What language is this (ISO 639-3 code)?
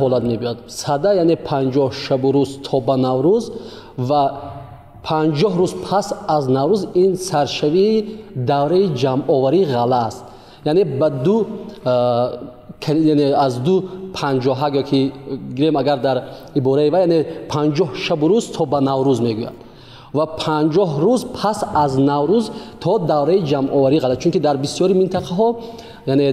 tgk